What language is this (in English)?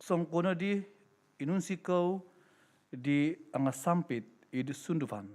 Central Dusun